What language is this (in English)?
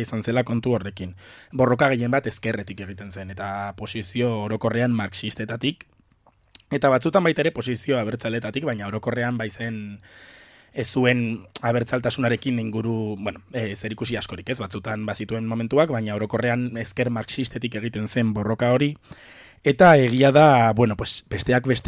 Basque